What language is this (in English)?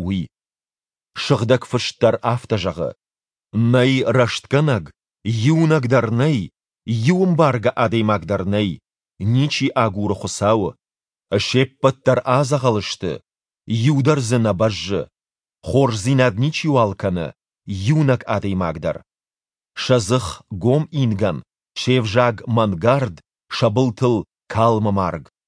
Ossetic